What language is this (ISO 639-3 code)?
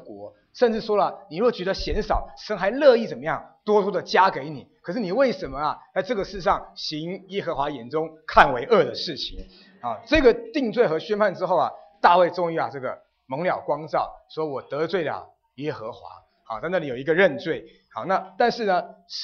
zho